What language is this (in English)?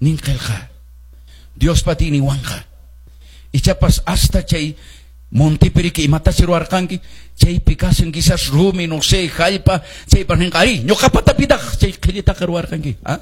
Quechua